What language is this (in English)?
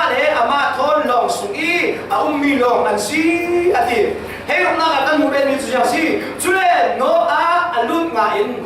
Falam Chin